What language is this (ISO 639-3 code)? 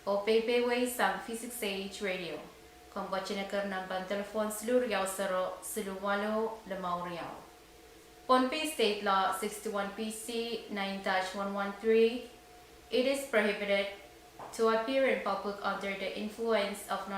pon